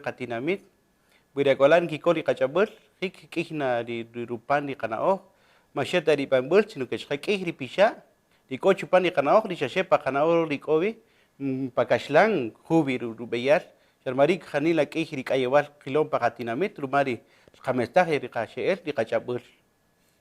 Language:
Kaqchikel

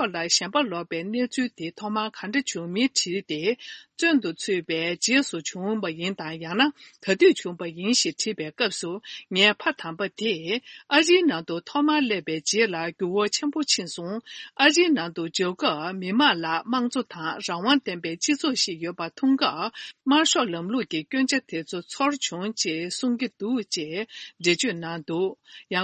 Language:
Tibetan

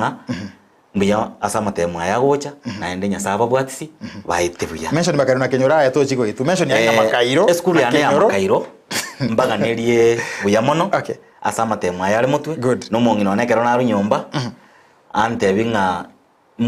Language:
Gusii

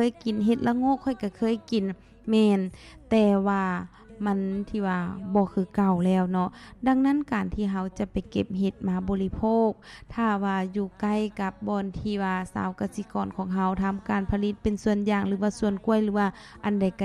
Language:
Lao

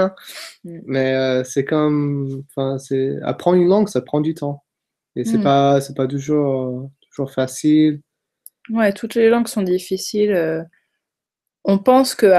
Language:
French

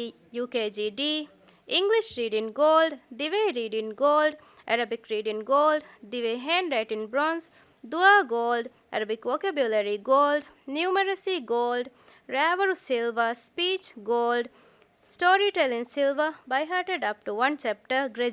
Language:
Divehi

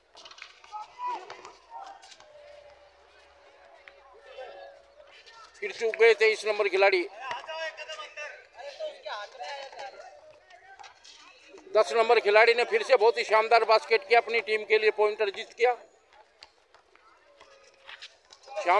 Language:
Hindi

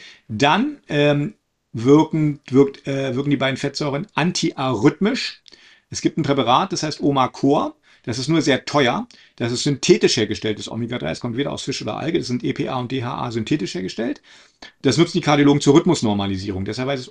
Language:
German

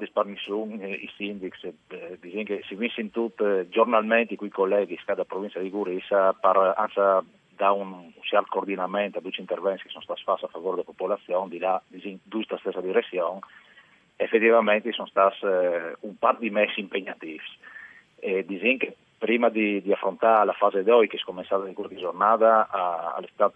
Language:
Friulian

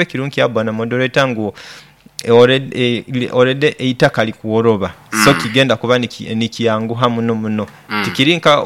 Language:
Nyoro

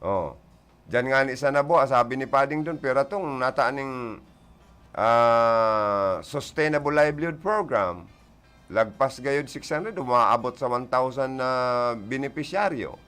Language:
Bikol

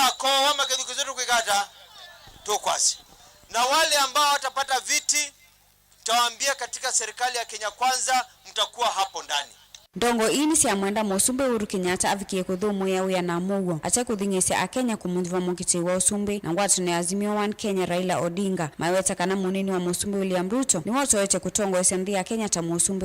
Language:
Kamba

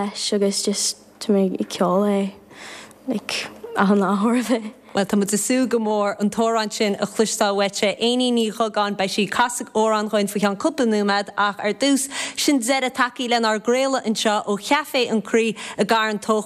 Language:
Irish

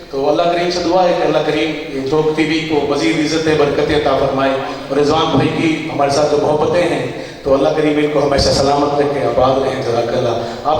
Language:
Saraiki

